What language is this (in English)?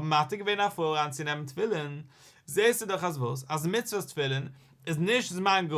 Yiddish